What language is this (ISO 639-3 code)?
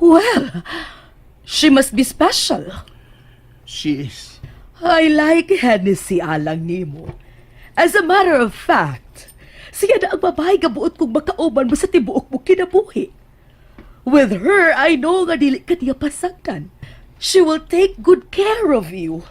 ceb